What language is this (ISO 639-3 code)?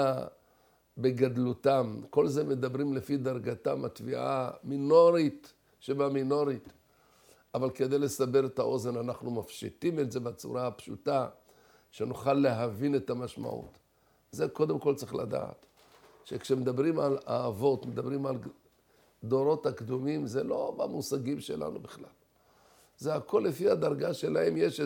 heb